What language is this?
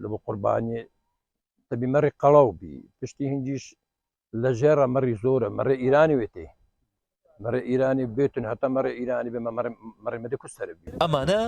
Central Kurdish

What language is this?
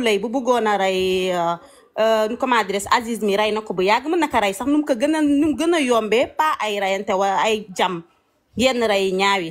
Wolof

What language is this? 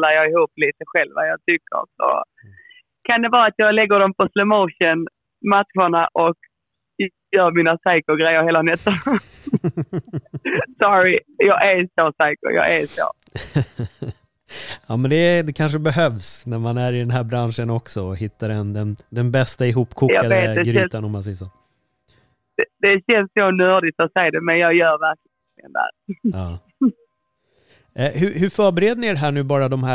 Swedish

